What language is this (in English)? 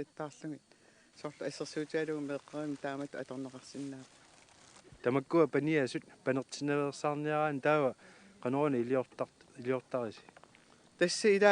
Kalaallisut